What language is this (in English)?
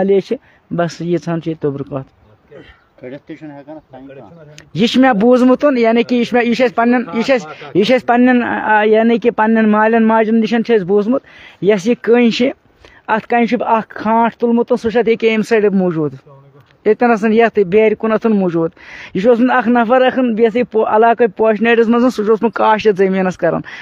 Kashmiri